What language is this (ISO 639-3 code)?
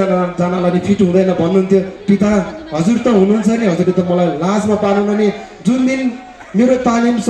nep